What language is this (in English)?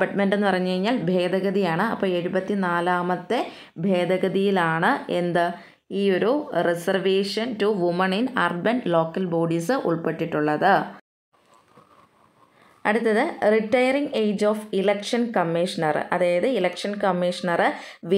Malayalam